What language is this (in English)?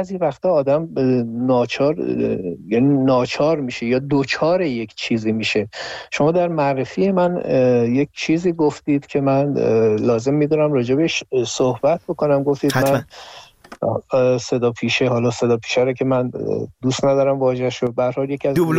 Persian